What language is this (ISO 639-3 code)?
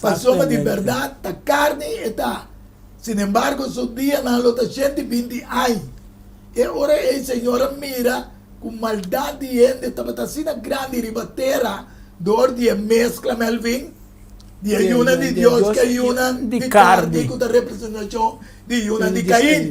pap